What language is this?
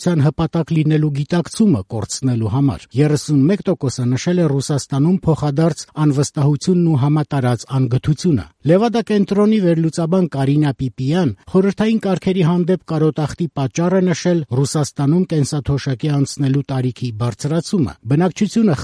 Armenian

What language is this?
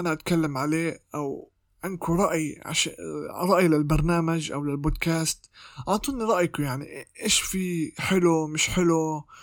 North Levantine Arabic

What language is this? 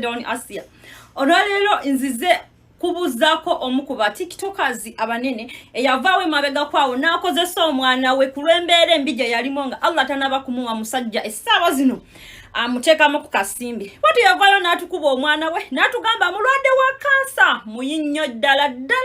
Ganda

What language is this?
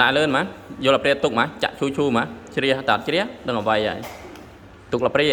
Khmer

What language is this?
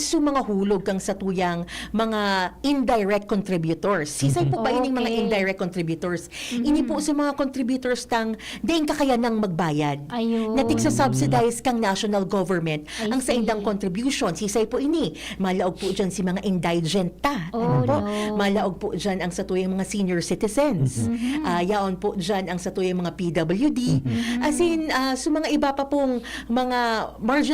Bikol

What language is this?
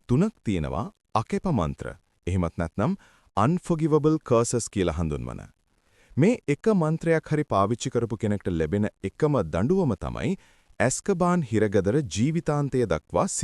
Sinhala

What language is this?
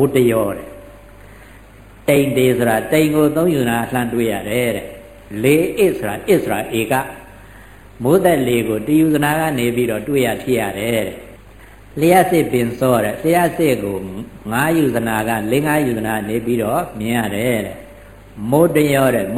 Burmese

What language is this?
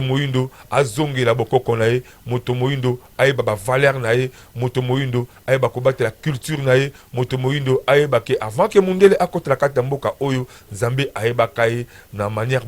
Lingala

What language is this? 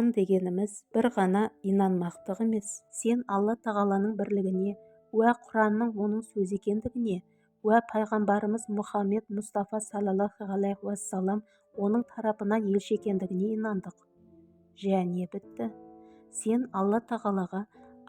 Kazakh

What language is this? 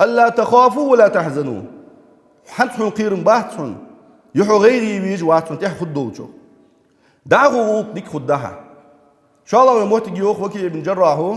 Ingush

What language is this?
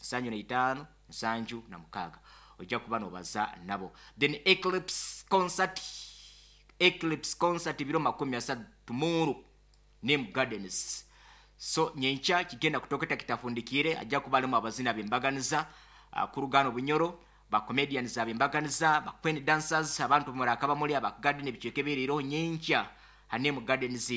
Nyankole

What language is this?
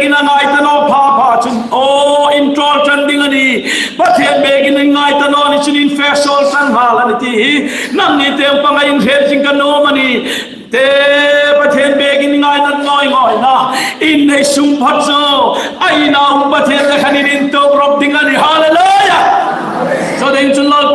Hmar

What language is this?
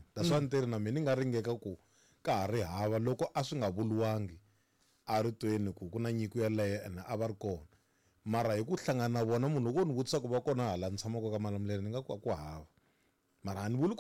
Tsonga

